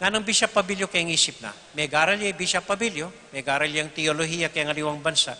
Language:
Pampanga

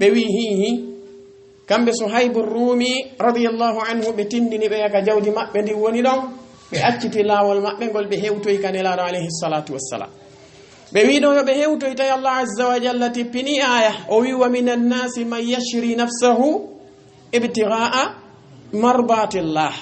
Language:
Fula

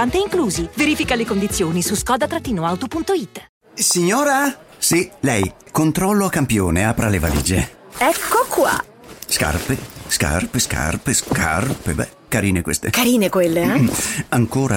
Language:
Italian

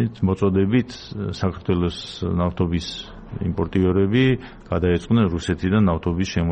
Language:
Georgian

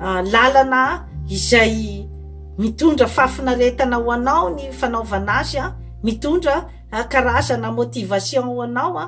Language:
Malagasy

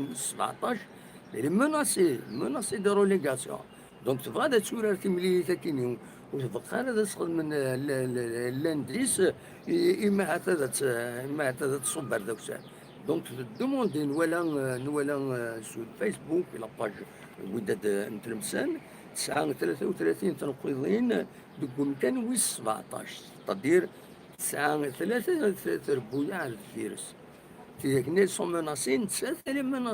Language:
Kabyle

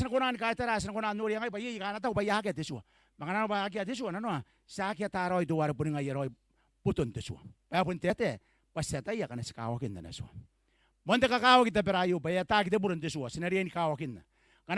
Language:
Gilbertese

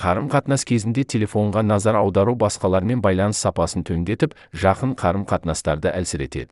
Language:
Kazakh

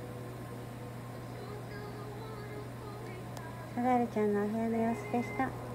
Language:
Japanese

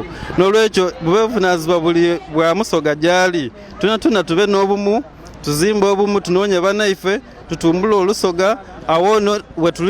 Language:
Soga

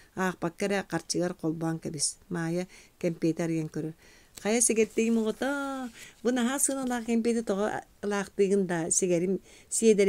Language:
Yakut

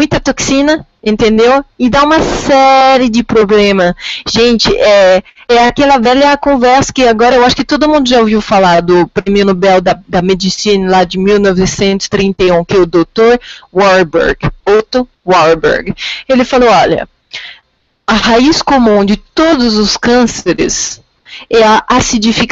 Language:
Portuguese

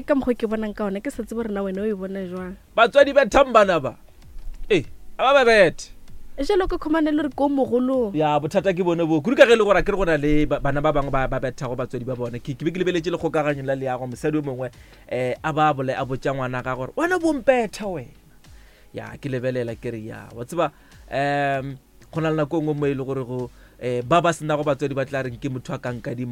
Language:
Northern Sotho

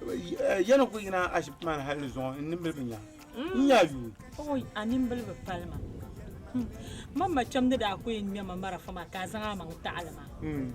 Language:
Dagbani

